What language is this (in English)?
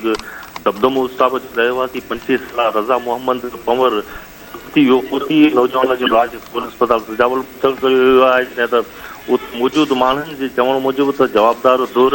Sindhi